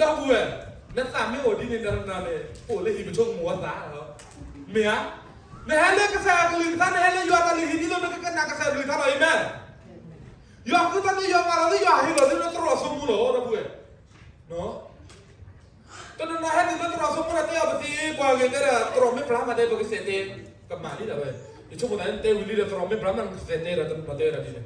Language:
S'gaw Karen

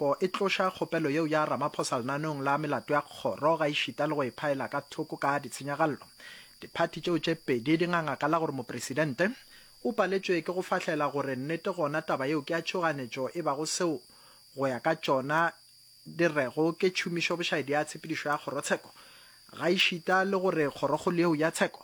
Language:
Northern Sotho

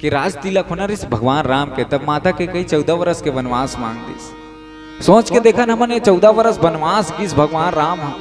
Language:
Chhattisgarhi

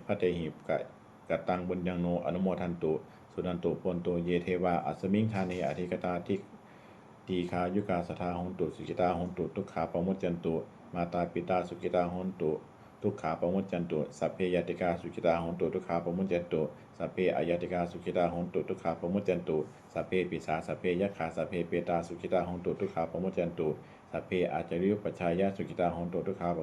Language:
Pali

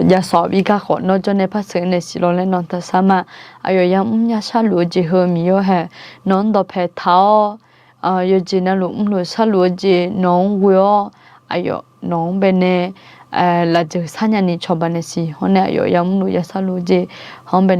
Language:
Akha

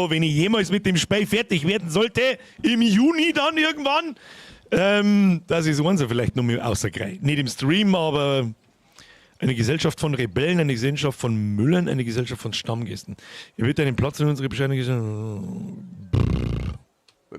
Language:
Bavarian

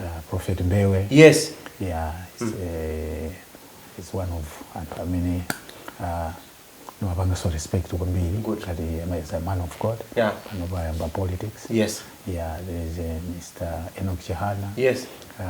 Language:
Nyanja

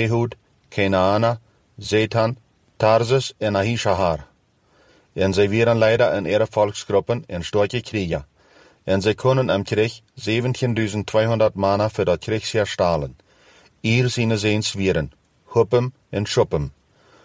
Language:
Plautdietsch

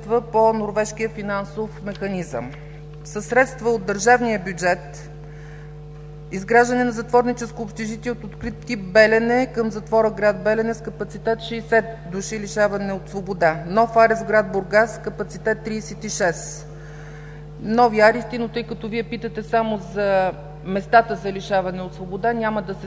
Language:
Bulgarian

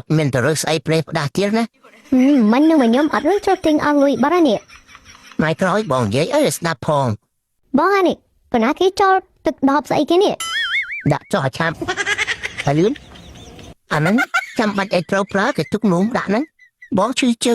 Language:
Khmer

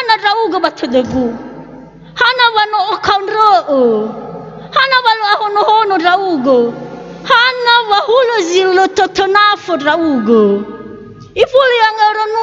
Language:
Nias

